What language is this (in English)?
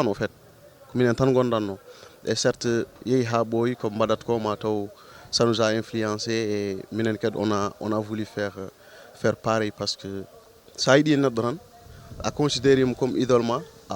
Fula